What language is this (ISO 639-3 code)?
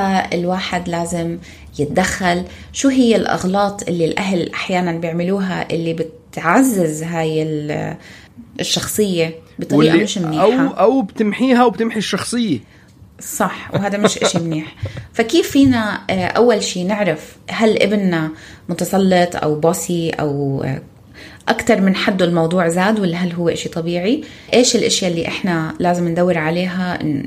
apc